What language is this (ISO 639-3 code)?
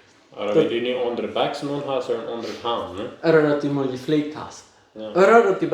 pdt